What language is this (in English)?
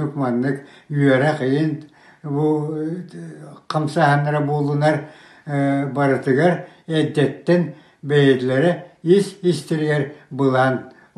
Yakut